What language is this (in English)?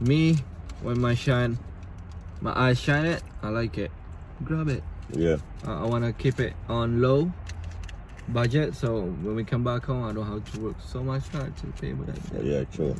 Jamaican Creole English